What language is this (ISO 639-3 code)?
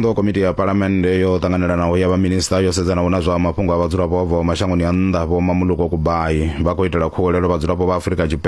ven